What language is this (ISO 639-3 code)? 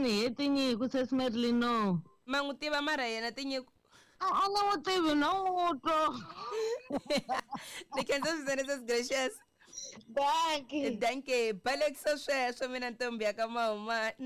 tso